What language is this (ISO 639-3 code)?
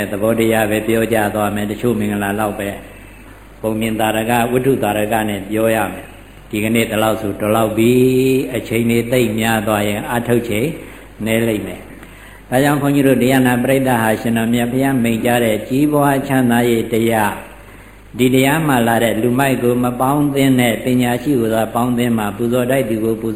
mya